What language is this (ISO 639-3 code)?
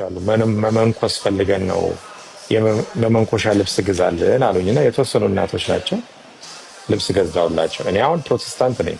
amh